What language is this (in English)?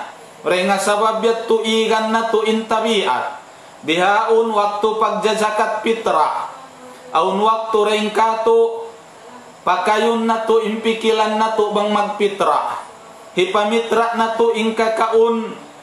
Tausug